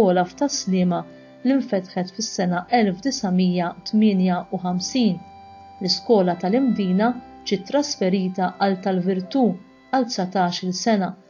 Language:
Maltese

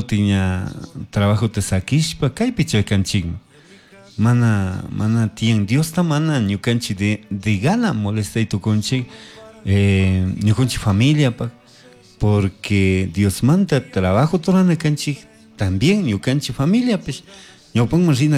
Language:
Chimborazo Highland Quichua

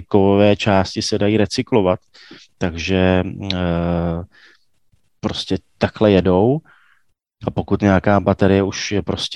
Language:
Czech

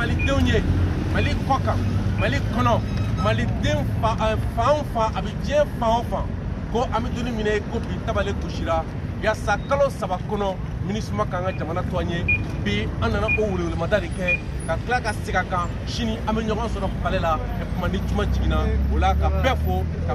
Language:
Bambara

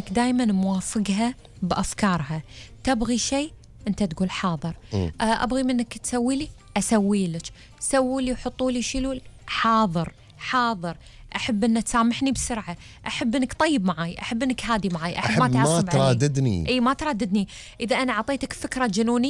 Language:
Gulf Arabic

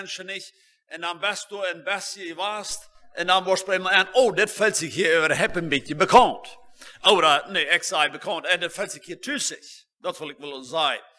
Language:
Plautdietsch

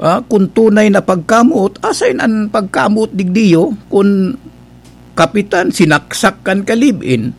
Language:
Bikol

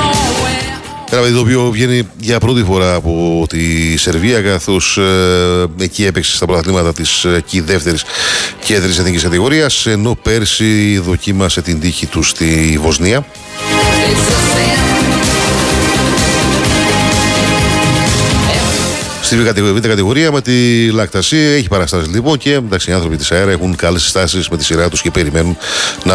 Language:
Greek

